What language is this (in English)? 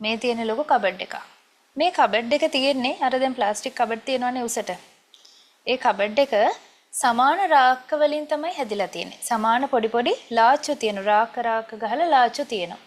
Sinhala